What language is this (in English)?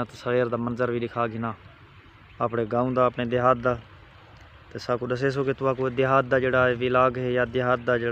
Saraiki